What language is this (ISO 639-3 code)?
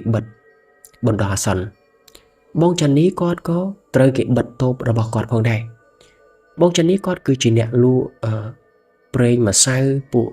khm